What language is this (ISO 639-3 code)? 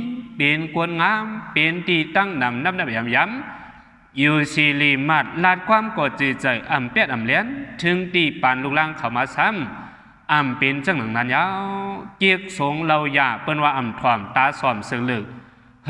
shn